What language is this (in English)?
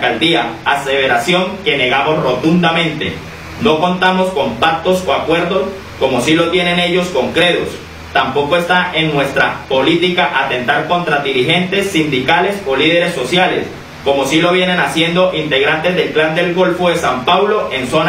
Spanish